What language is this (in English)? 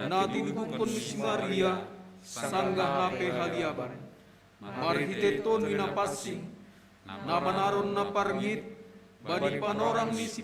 Batak Simalungun